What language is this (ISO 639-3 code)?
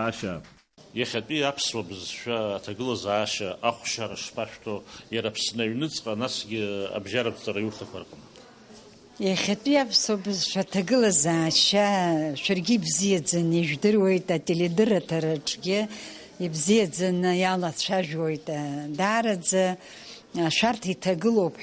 abk